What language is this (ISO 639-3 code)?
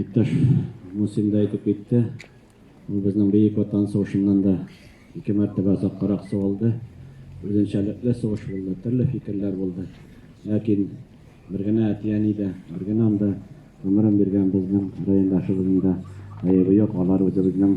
tat